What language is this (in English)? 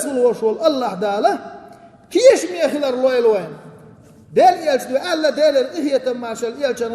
Chechen